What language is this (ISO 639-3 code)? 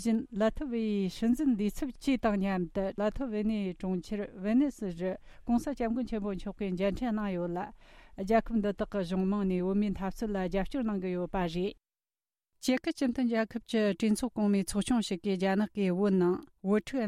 bod